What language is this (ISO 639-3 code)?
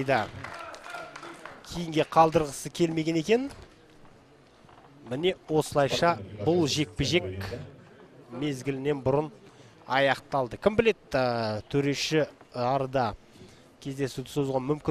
kaz